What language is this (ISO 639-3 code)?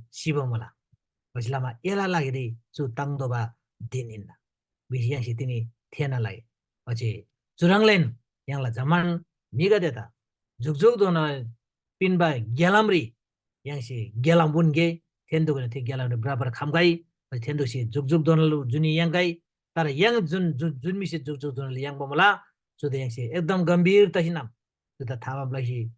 taj